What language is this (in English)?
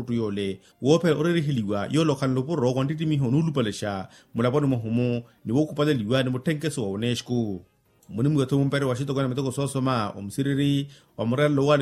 Makhuwa